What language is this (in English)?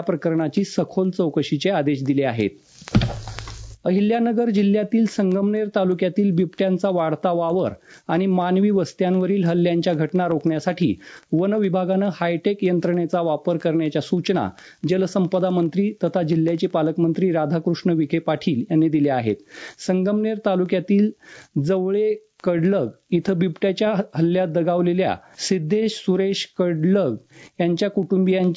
Marathi